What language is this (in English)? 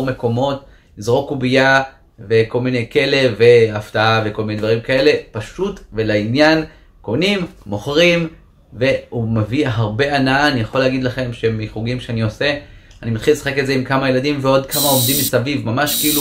Hebrew